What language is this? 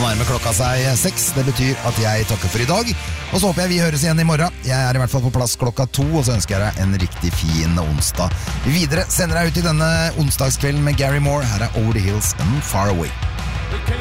Norwegian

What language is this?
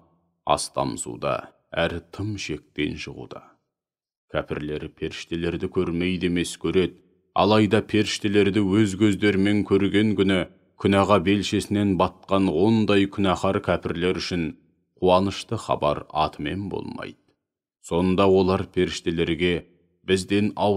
Kazakh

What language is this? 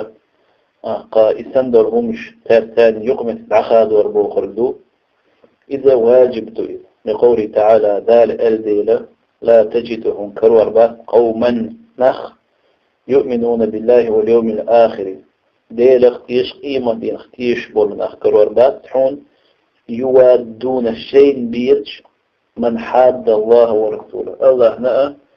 Chechen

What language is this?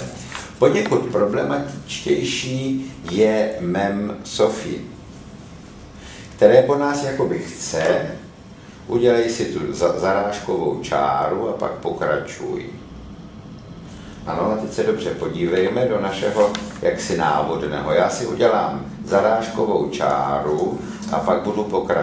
Czech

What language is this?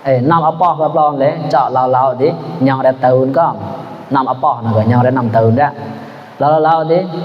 Mon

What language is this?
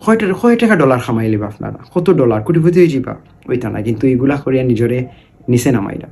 Sylheti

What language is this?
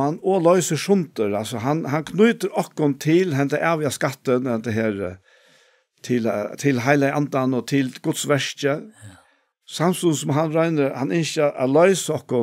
Faroese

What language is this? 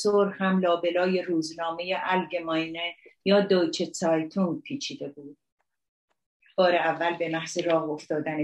Persian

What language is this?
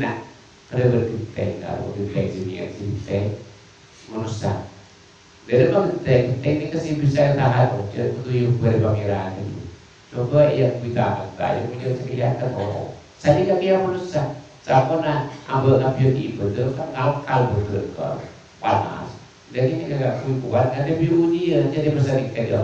Madurese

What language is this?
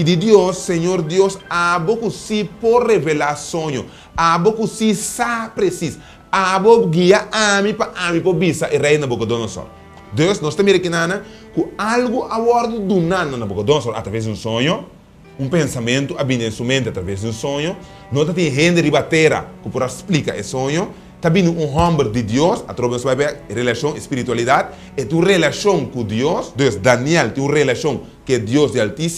Papiamento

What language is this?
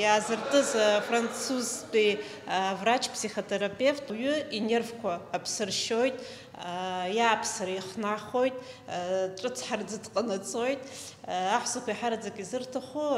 Abkhazian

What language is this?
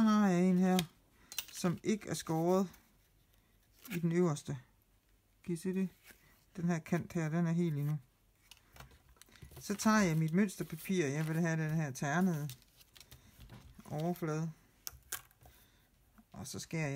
Danish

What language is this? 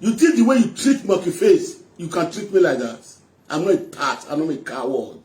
Nigerian Pidgin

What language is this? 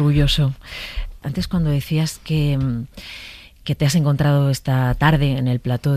Spanish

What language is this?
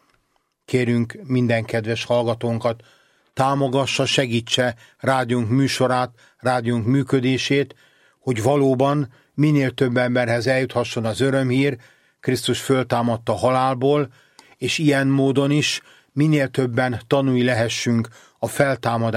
Hungarian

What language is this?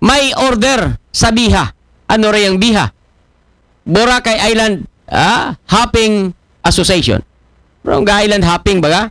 Aklanon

